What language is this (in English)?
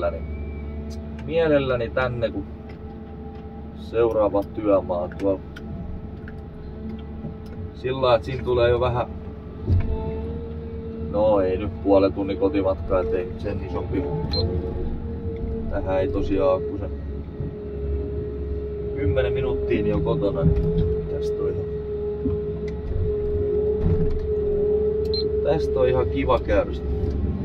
Finnish